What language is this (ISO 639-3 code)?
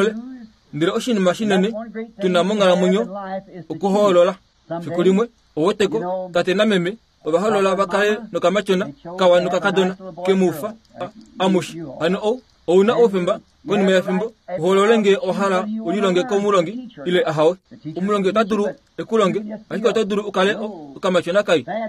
kua